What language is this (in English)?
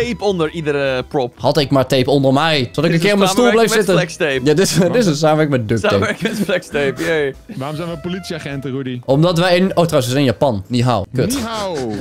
Dutch